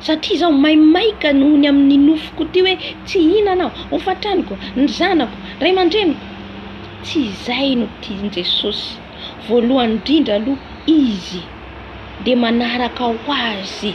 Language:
Malagasy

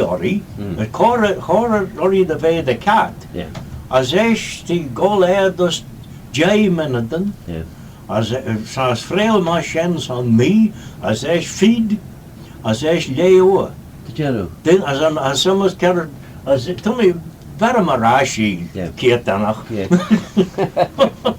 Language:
Manx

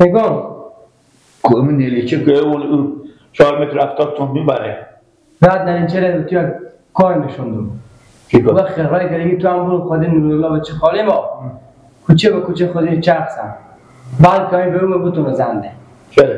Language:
Persian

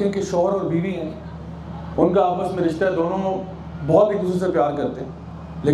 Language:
Urdu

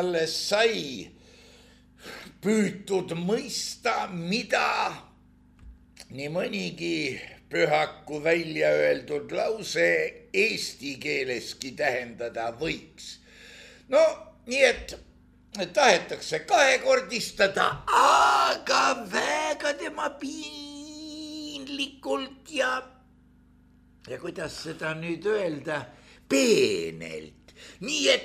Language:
Estonian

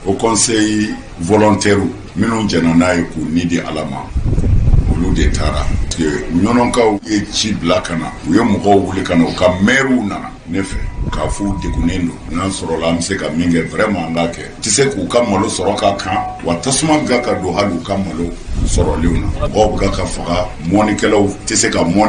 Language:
Bambara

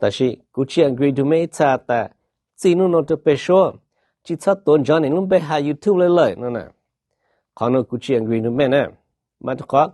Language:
Hmong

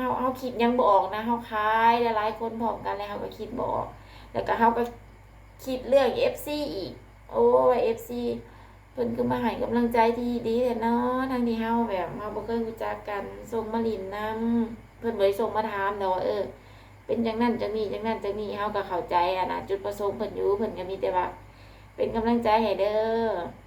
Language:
Lao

